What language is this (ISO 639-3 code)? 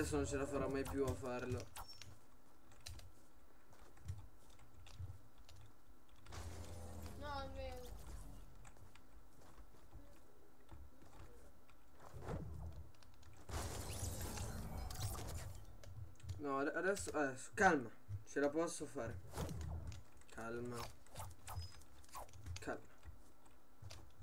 ita